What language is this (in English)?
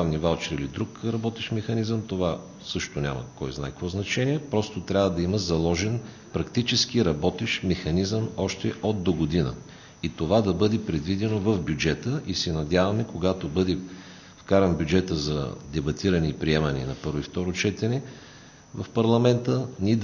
Bulgarian